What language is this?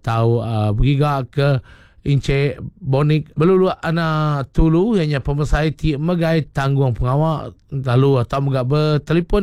Iban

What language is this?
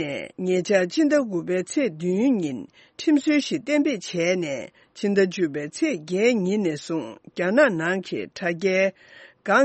Tibetan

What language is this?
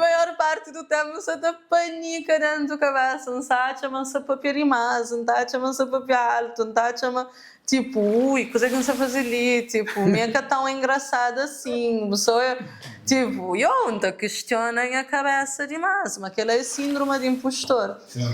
Kabuverdianu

